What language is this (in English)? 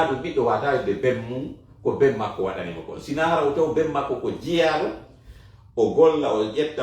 Fula